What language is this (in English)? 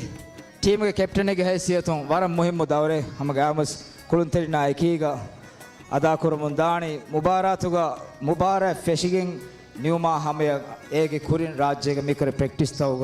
Divehi